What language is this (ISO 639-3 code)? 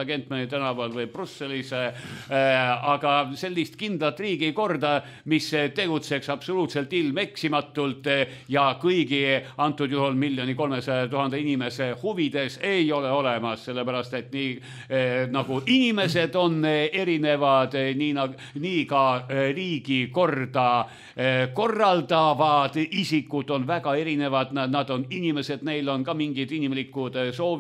est